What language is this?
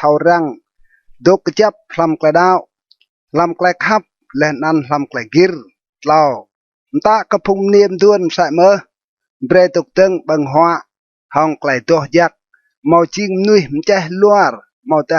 Rade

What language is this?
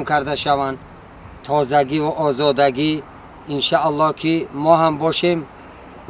Tajik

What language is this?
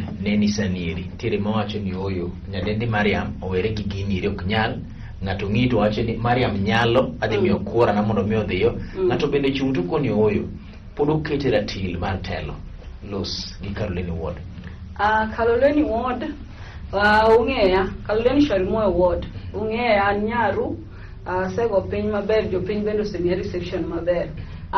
Luo (Kenya and Tanzania)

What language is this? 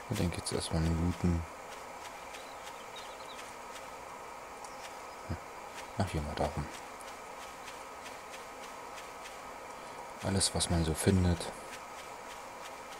German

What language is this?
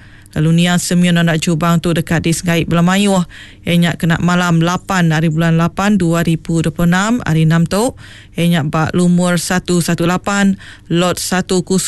Iban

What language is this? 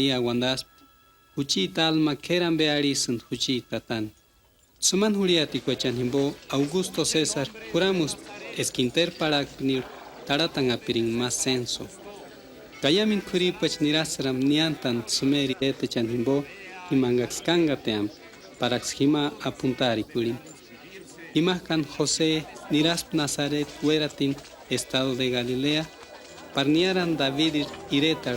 Purepecha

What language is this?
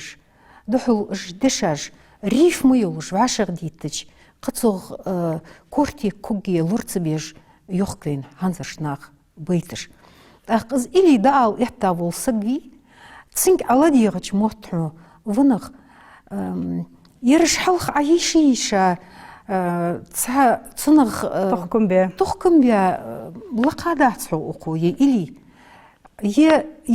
Ingush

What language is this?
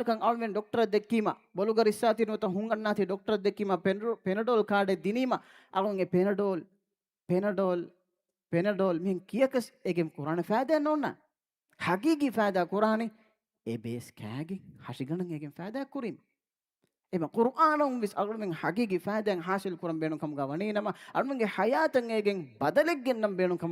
Divehi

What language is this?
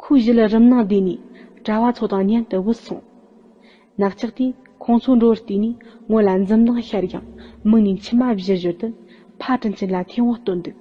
Tibetan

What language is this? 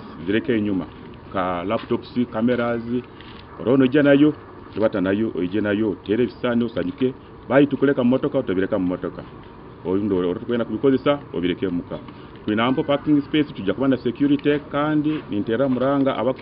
Nyankole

